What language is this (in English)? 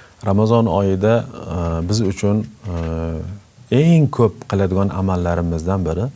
Uzbek